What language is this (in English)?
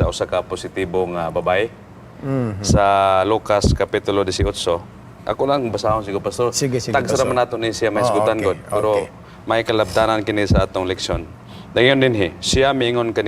Cebuano